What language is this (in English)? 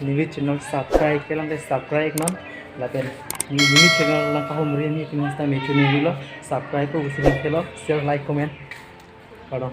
Karbi